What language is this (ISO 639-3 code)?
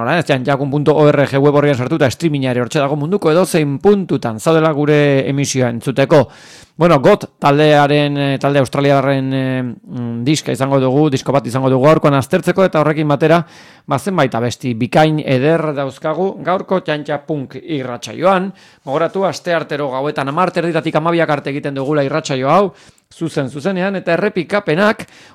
eus